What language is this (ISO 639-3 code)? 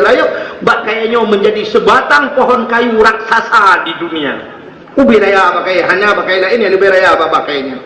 ace